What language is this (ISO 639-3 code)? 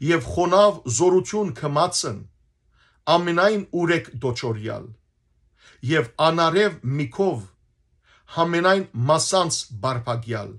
hyw